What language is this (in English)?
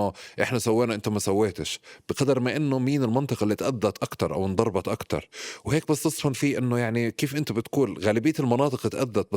North Levantine Arabic